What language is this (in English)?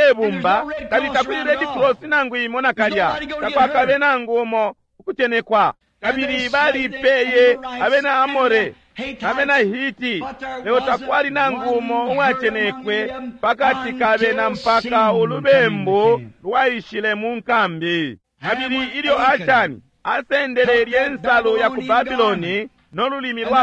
Bemba